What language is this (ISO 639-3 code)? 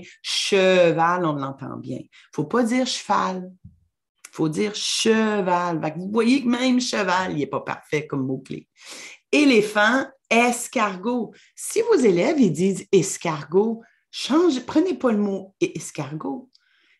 fra